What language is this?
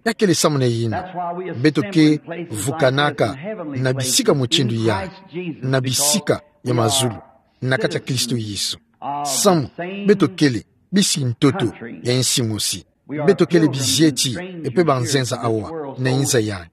Kituba (Democratic Republic of Congo)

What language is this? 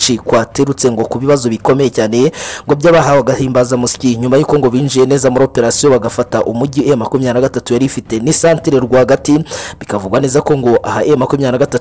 Kinyarwanda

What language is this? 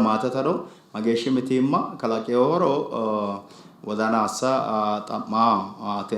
Sidamo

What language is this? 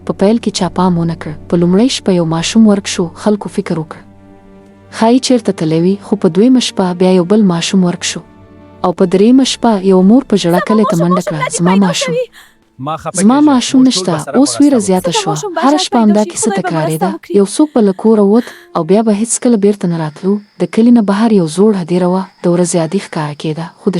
Pashto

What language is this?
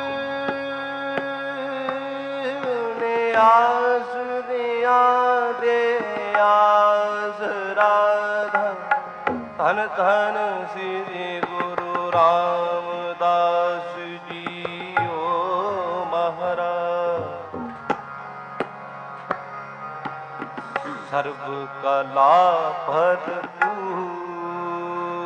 Punjabi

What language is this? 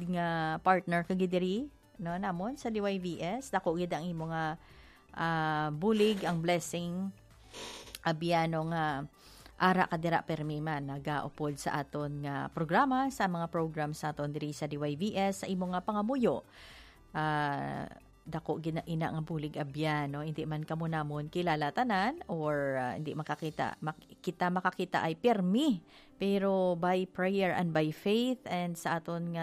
Hiligaynon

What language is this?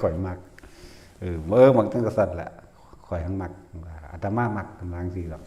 Northeastern Thai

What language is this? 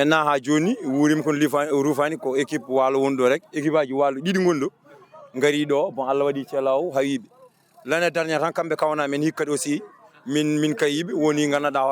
Fula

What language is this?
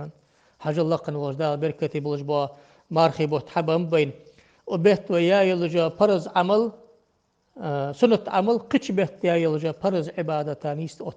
Ingush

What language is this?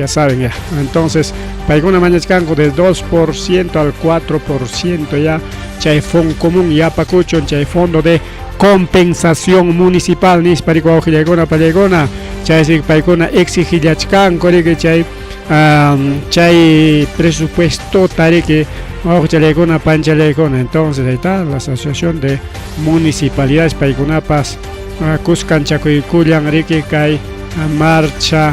Ayacucho Quechua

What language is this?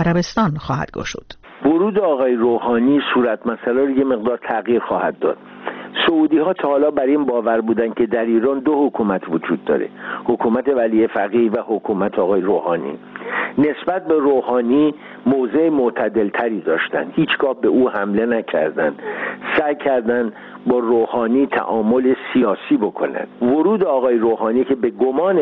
Persian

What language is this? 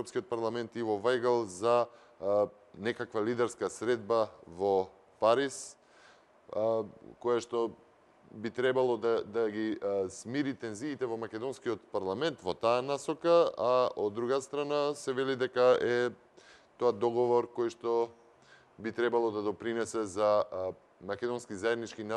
Macedonian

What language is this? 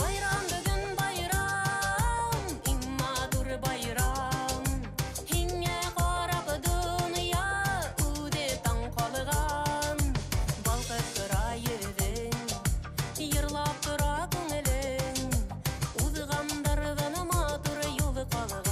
Bashkir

